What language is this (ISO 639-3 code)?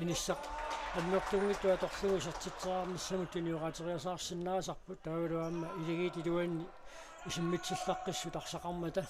kal